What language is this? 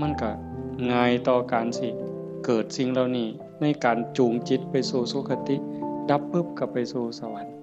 Northeastern Thai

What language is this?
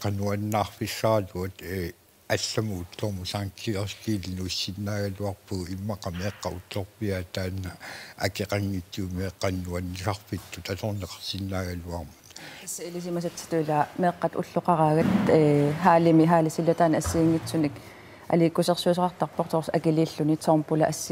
Kalaallisut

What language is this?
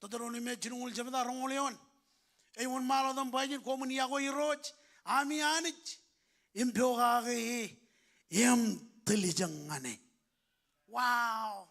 Marshallese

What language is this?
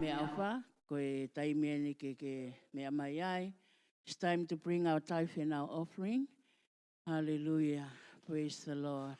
Tongan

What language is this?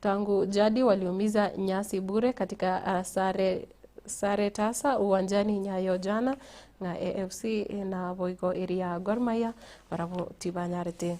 Gusii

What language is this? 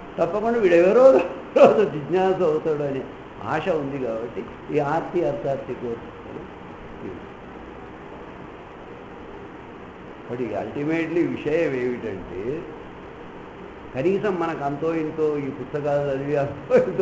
Telugu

